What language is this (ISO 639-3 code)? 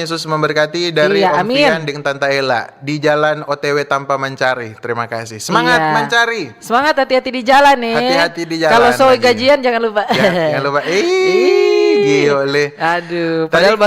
xmm